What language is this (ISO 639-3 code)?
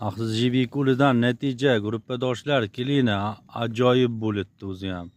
uzb